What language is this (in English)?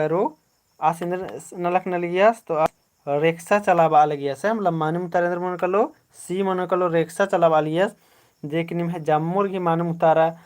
Kurukh